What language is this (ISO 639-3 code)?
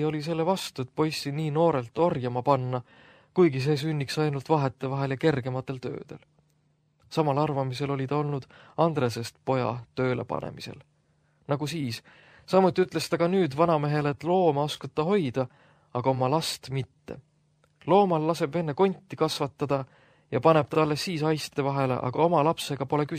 est